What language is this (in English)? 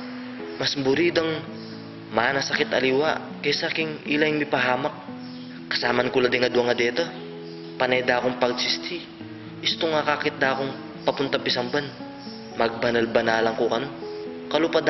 Pampanga